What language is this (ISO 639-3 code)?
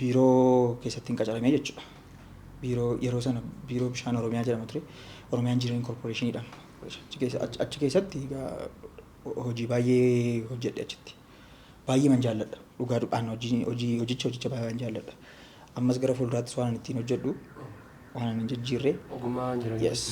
orm